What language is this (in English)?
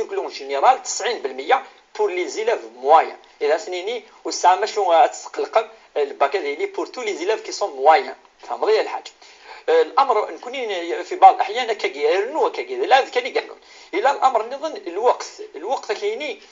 Kabyle